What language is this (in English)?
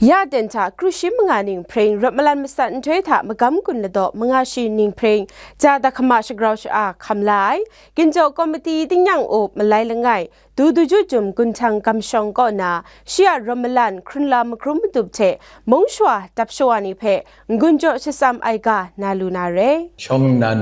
Kachin